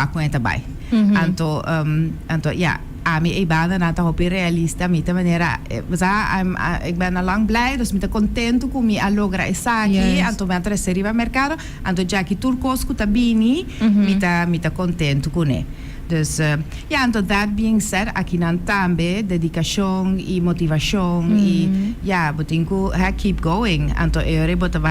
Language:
Papiamento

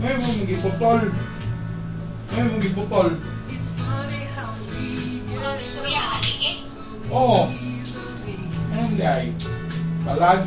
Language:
Filipino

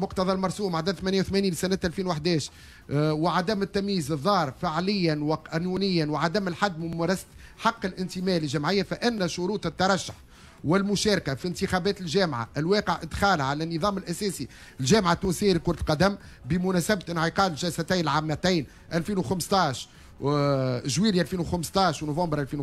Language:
Tunisian Arabic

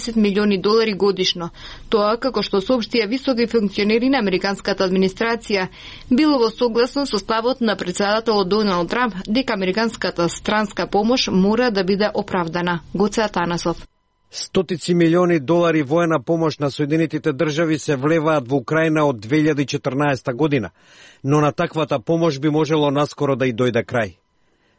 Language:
Macedonian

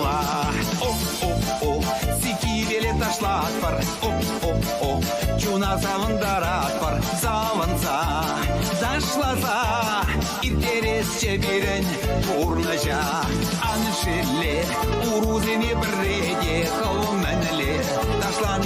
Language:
Chuvash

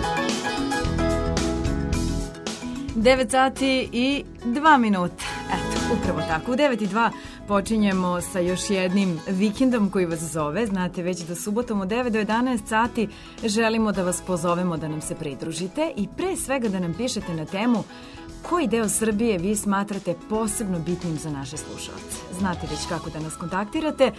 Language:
Serbian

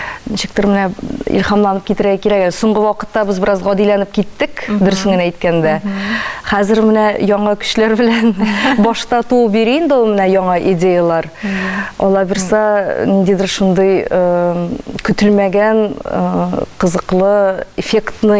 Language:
Tatar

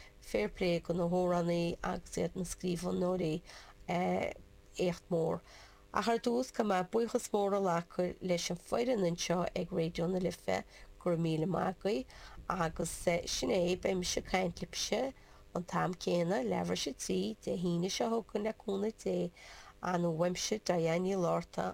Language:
Irish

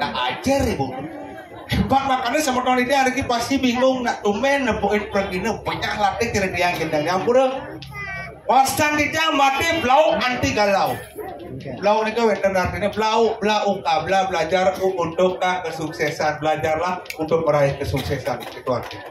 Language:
Balinese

